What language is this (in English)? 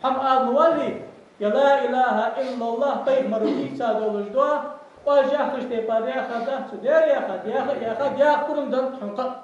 Ingush